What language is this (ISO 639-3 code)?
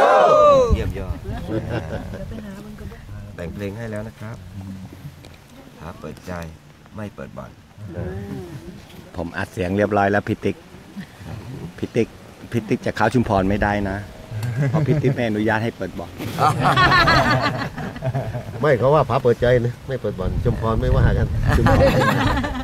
tha